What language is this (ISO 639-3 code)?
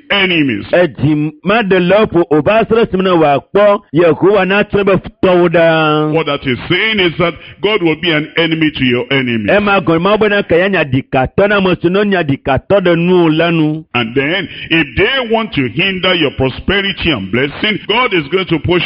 ewe